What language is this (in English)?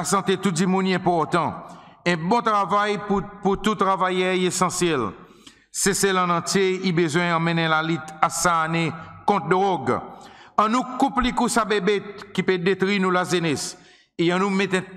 Seselwa Creole French